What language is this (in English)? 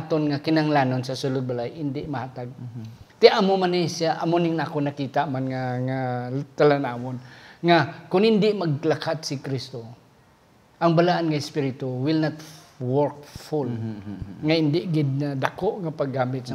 Hiligaynon